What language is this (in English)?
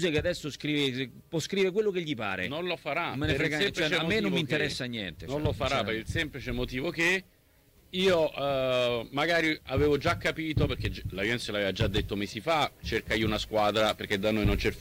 Italian